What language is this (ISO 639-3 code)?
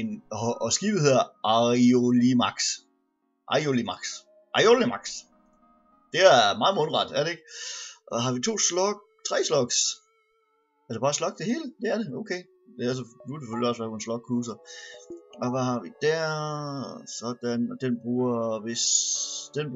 dan